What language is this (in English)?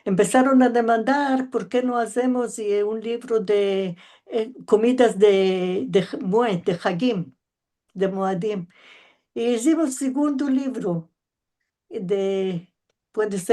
Ladino